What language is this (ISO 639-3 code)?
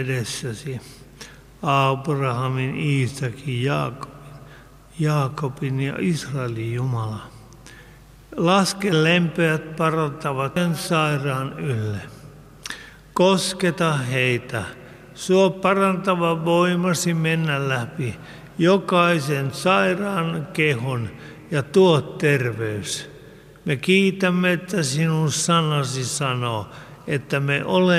fin